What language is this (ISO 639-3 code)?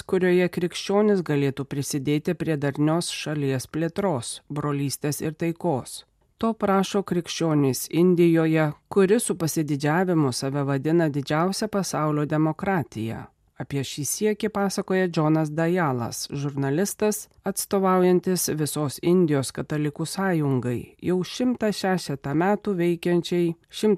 lit